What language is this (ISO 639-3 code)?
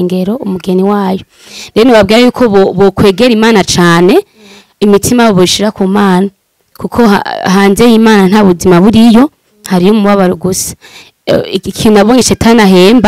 run